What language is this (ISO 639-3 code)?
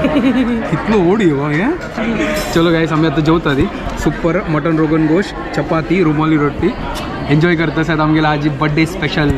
kok